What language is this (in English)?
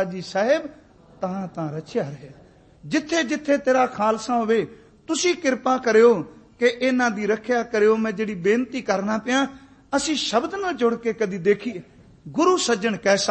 Punjabi